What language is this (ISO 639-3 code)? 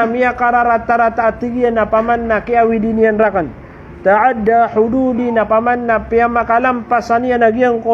mrw